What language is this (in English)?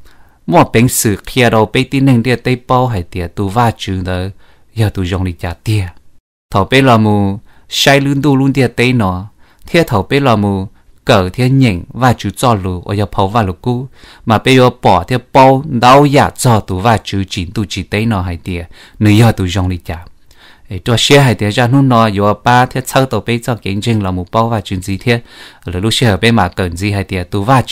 Hmong